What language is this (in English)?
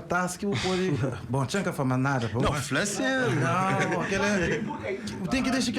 Kabuverdianu